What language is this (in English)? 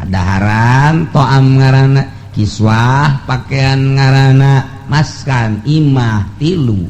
Sundanese